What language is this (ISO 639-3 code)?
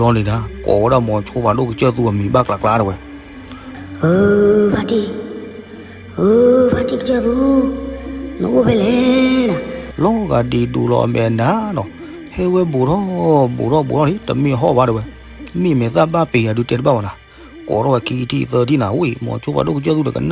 ksw